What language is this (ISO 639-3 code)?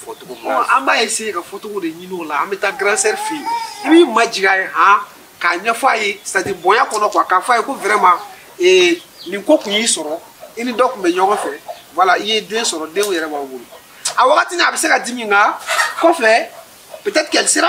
bam